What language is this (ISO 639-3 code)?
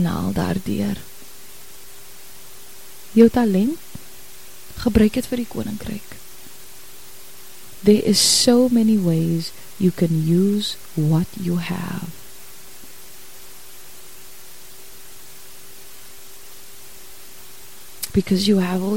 afr